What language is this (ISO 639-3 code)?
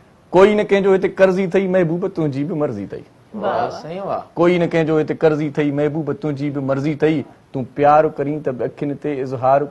snd